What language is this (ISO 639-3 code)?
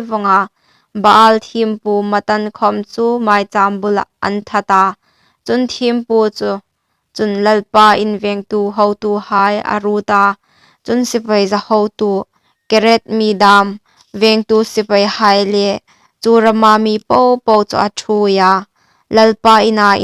hmr